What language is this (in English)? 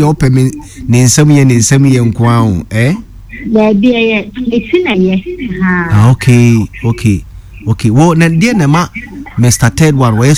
Akan